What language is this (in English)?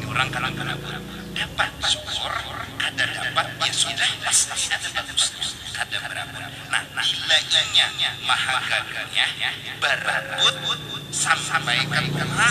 Banjar